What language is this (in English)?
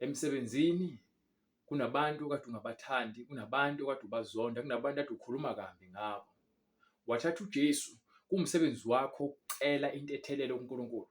Zulu